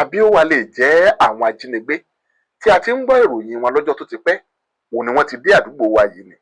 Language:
Yoruba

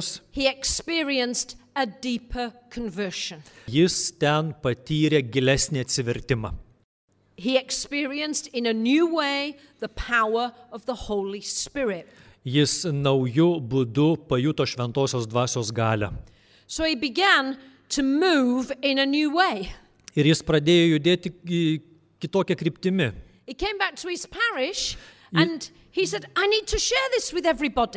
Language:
Lithuanian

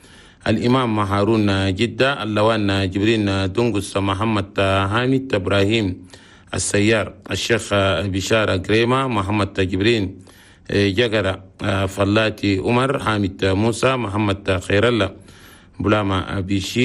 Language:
Chadian Arabic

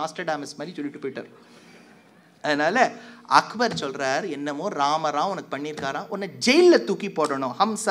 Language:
Tamil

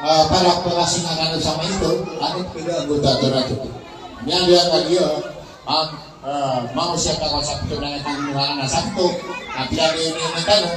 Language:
Maranao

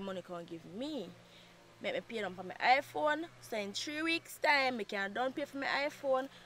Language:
Jamaican Creole English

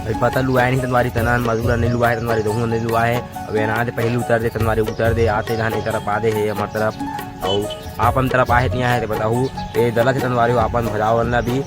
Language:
Chhattisgarhi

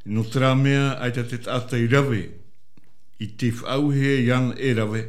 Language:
Tahitian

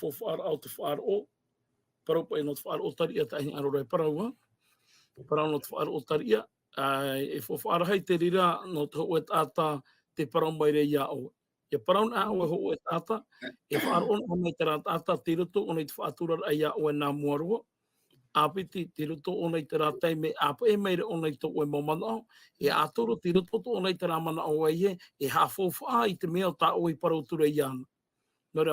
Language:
Tahitian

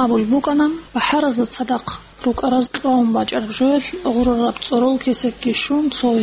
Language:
Avaric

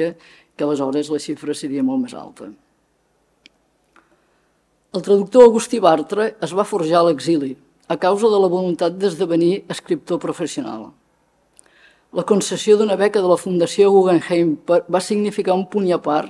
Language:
Catalan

